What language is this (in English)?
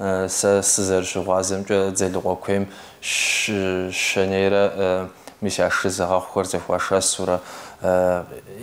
Kabardian